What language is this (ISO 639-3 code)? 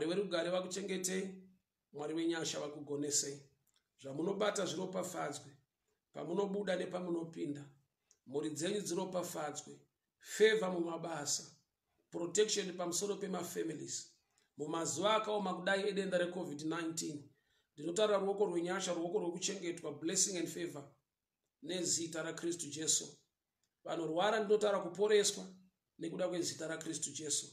sna